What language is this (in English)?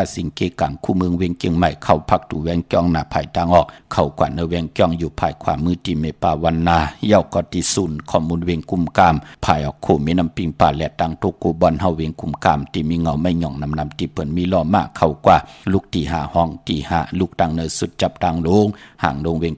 Shan